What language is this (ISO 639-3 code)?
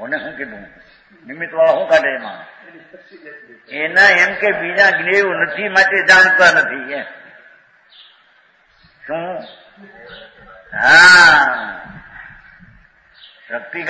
guj